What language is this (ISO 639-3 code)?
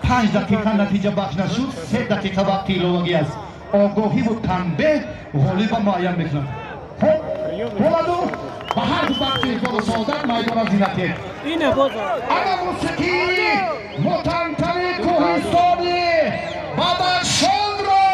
tgk